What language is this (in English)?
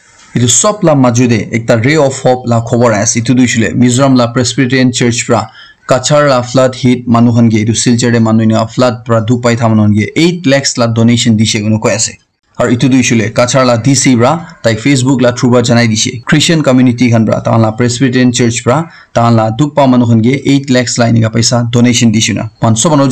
Naga Pidgin